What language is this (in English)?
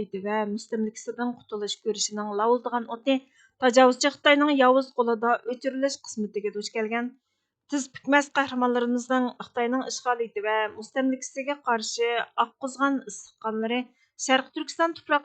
Uyghur